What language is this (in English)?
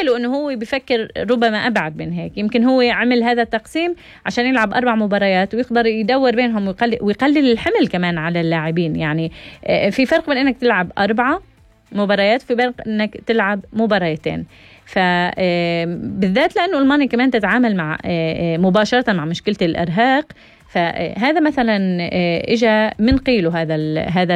North Levantine Arabic